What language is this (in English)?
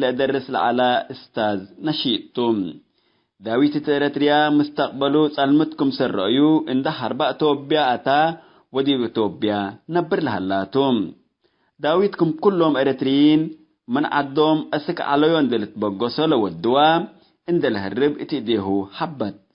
Tigre